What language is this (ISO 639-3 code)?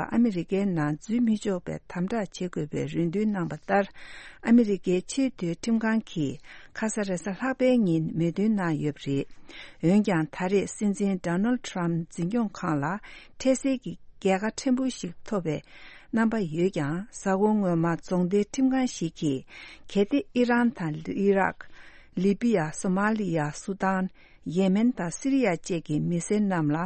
bod